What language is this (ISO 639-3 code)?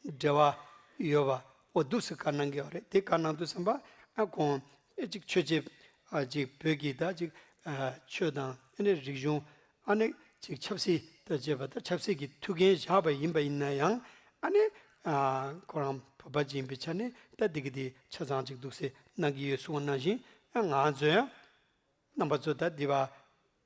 bod